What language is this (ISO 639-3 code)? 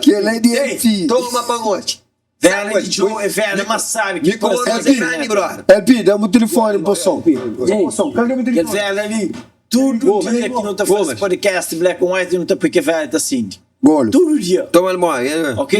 kea